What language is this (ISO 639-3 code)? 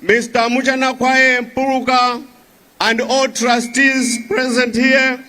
nya